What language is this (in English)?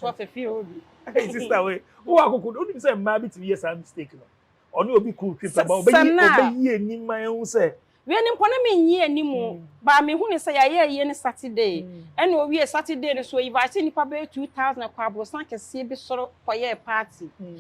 Akan